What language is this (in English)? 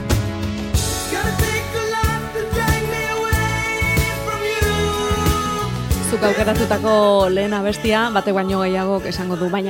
Basque